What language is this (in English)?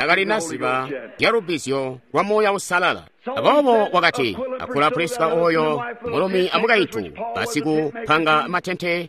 Tonga (Zambia)